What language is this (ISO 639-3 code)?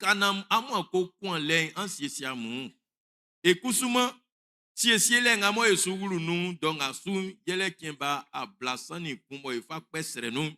bci